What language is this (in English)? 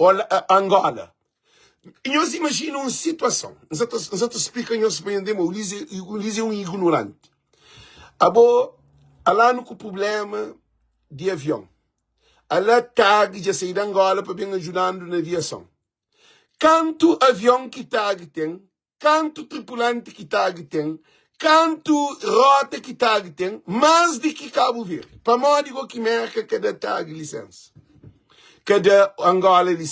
Kabuverdianu